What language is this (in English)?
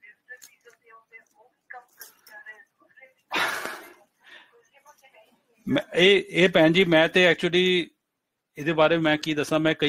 Punjabi